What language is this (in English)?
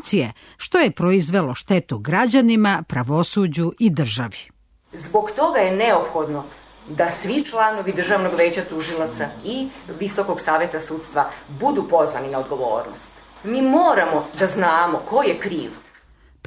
Serbian